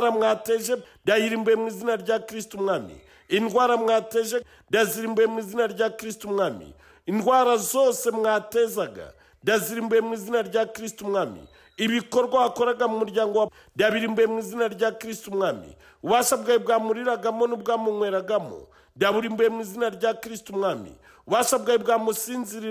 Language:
Kinyarwanda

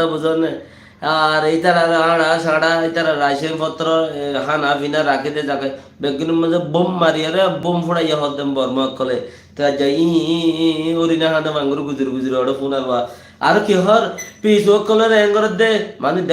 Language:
Rohingya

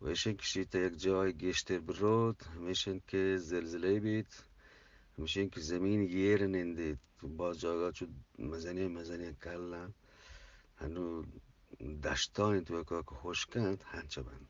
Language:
Eastern Balochi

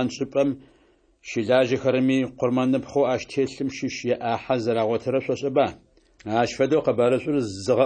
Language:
Adyghe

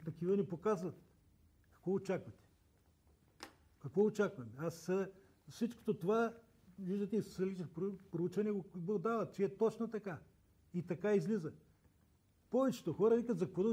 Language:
Bulgarian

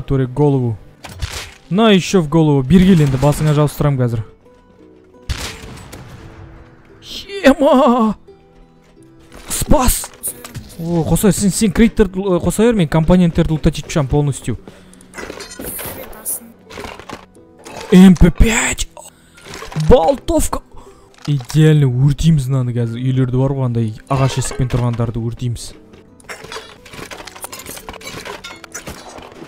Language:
Kazakh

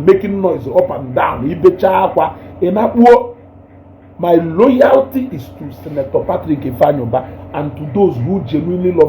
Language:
Igbo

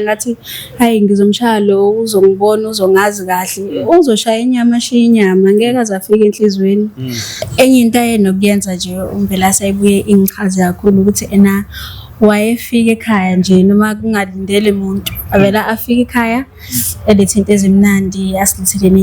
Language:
Zulu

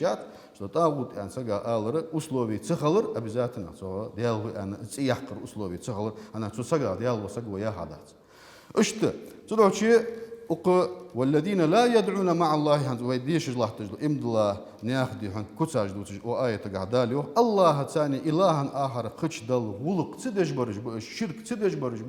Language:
Ingush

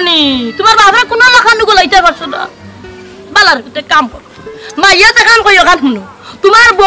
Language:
Sylheti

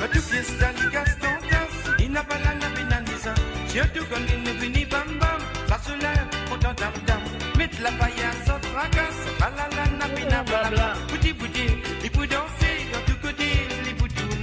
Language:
Morisyen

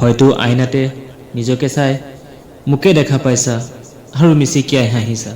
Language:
Assamese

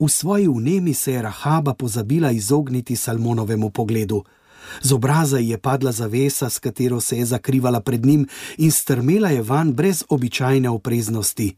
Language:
Slovenian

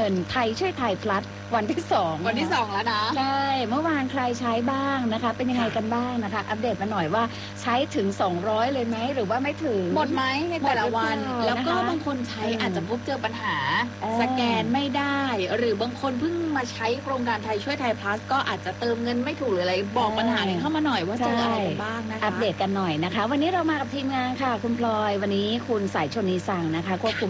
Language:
Thai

